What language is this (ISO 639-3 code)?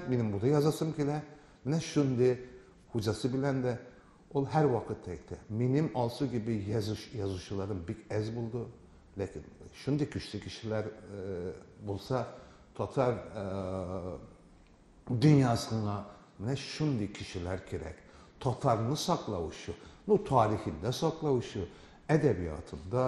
tat